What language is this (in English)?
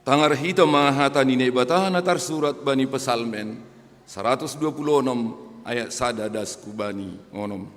Batak Simalungun